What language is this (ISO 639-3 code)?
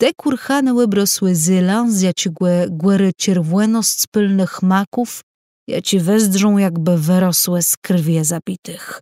csb